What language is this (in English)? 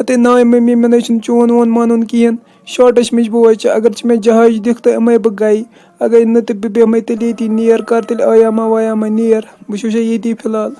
Kashmiri